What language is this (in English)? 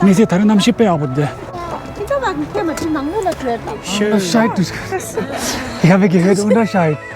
Tibetan